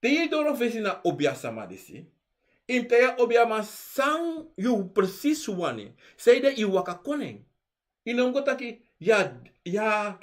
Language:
Sranan Tongo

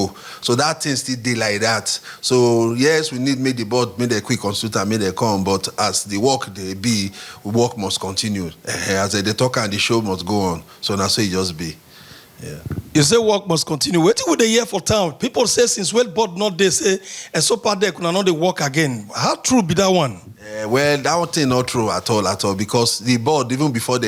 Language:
Nigerian Pidgin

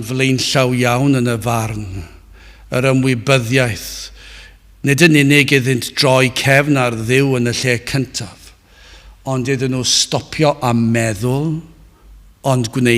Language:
Welsh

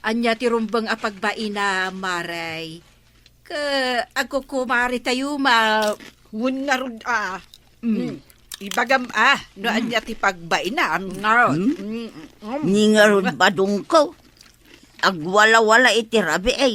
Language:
Iloko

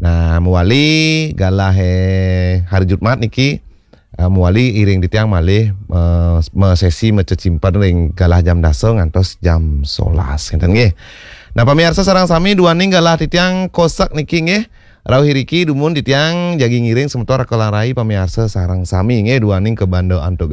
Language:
Balinese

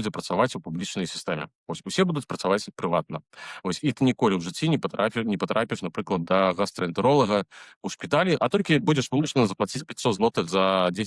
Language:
Belarusian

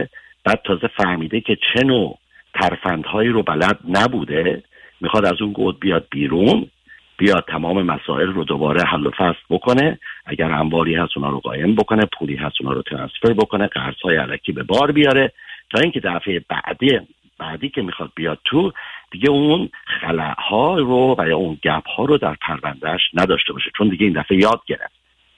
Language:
Persian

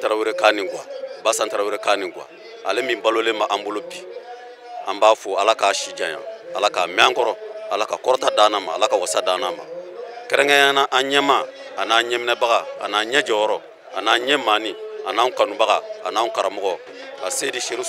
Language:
Bambara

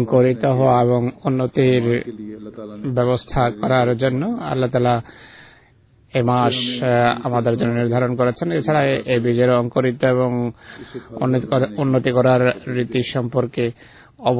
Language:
Bangla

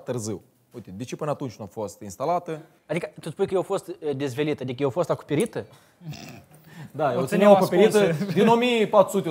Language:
Romanian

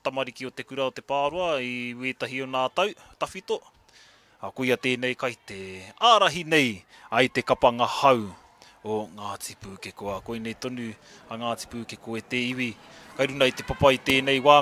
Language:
Māori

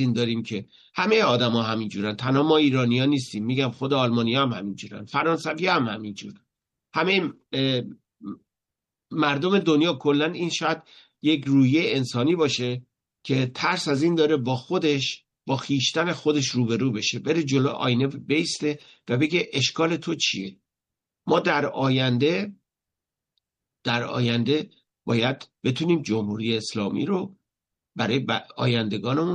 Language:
Persian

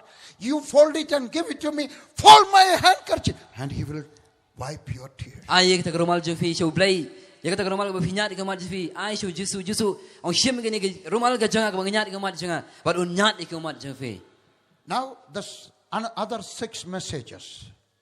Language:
Khasi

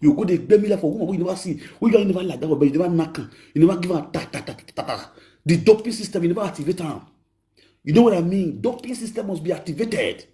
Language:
Nigerian Pidgin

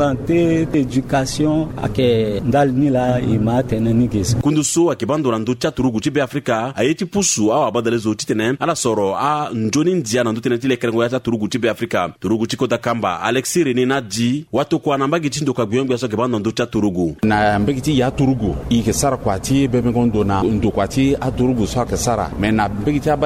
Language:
Sango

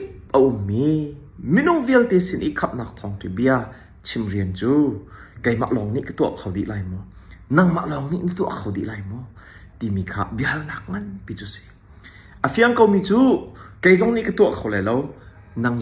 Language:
Hakha Chin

